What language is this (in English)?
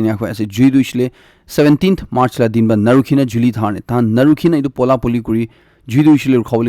Naga Pidgin